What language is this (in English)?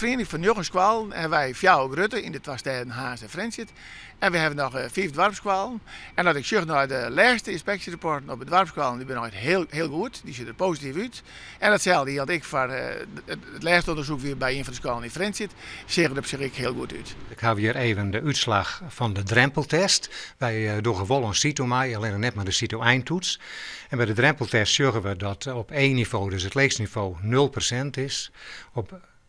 Western Frisian